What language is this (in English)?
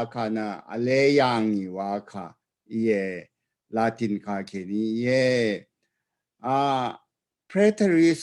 Rawang